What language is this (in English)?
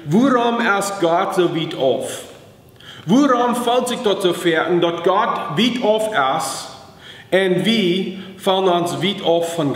Plautdietsch